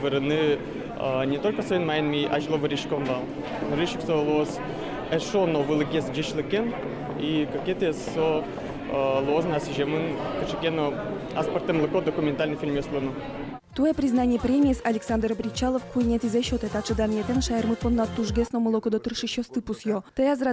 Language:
Udmurt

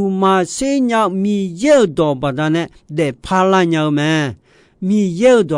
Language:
Akha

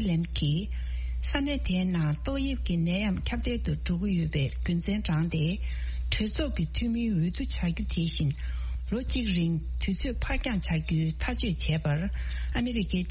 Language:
Tibetan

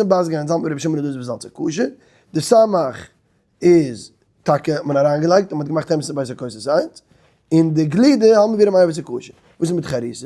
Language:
Yiddish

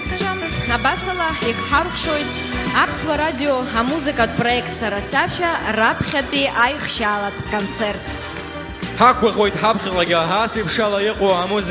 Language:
Abkhazian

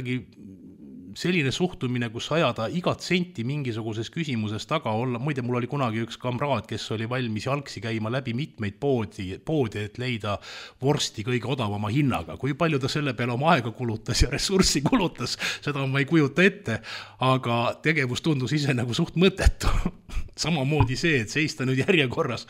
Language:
Estonian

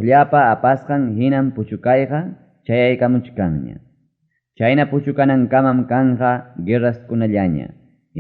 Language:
Ayacucho Quechua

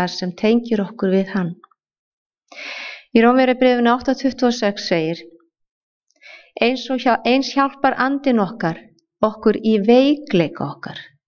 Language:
Icelandic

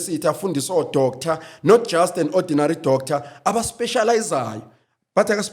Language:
Zulu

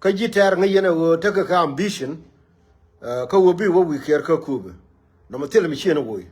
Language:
Nuer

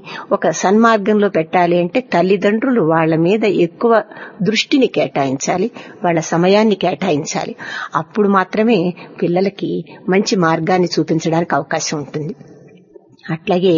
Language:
Telugu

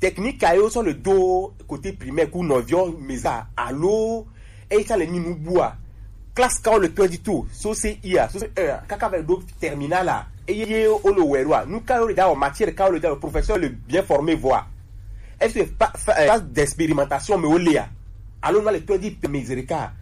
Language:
Gen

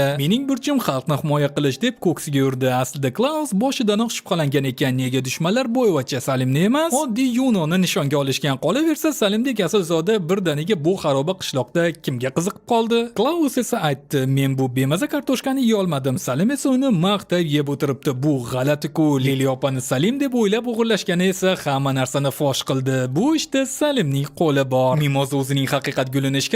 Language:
Uzbek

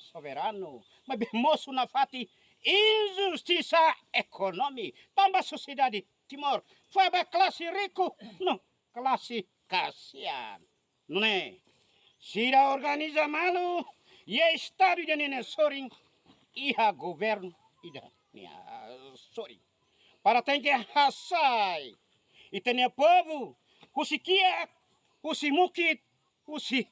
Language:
Tetum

